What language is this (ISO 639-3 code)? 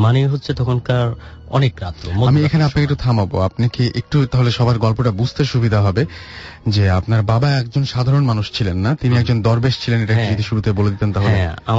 ben